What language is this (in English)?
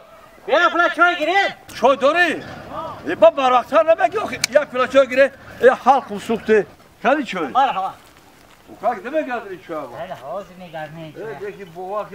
Tajik